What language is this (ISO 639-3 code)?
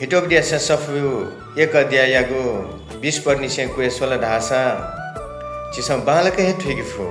new